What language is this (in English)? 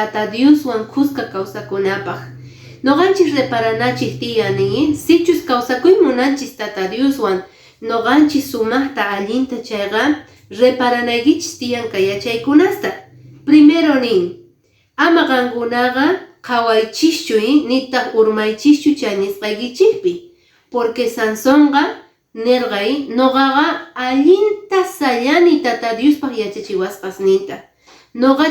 Quechua